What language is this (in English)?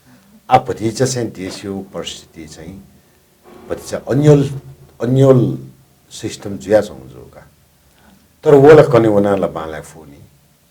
Newari